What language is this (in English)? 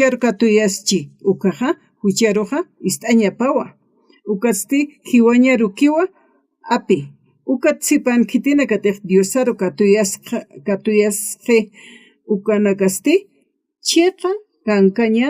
Aymara